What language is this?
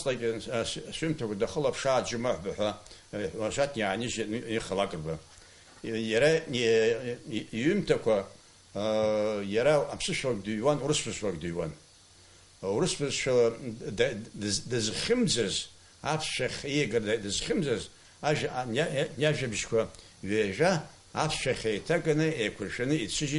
Abkhazian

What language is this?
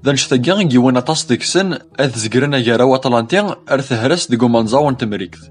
Kabyle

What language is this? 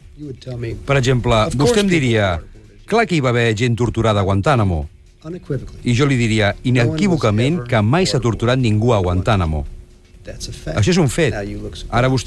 Catalan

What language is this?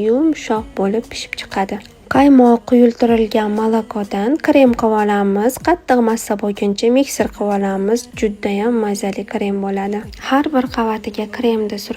Uzbek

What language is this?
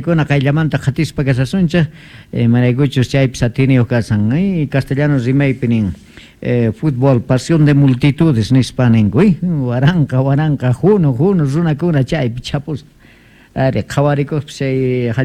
Quechua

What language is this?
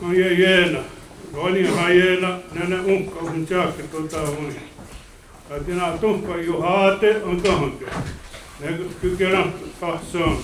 Mohawk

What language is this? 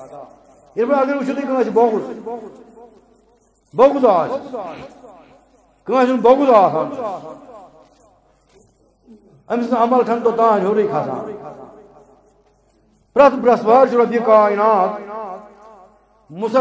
Kashmiri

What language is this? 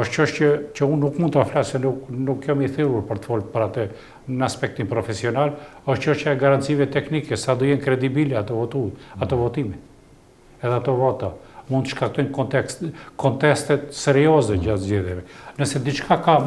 Albanian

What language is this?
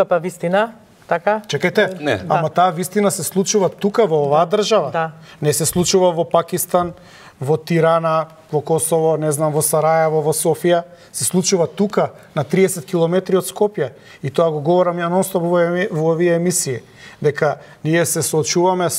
Macedonian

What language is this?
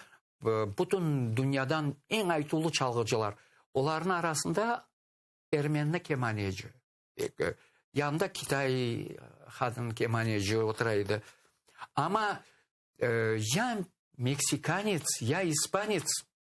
Crimean Tatar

